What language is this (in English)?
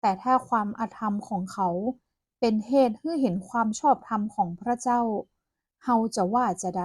Northern Thai